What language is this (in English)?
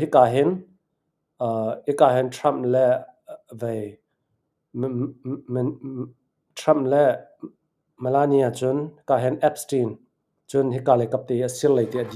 Hakha Chin